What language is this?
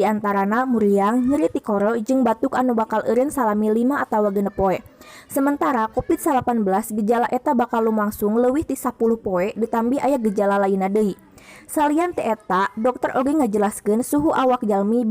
Sundanese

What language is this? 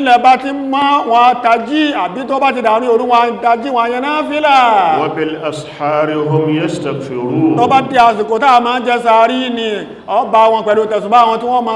Yoruba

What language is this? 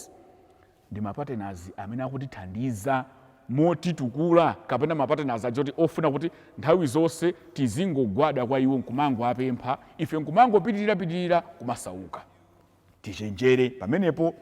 Nyanja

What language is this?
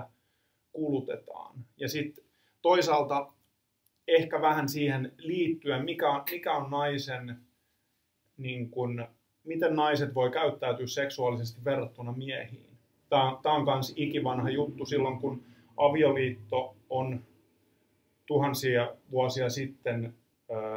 Finnish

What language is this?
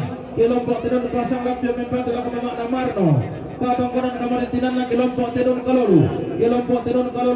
Toraja-Sa'dan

